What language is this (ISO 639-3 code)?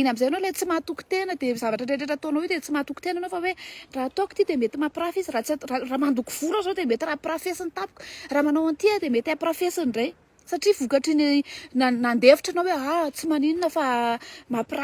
mlg